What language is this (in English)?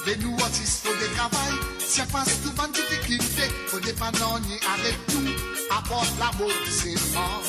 Morisyen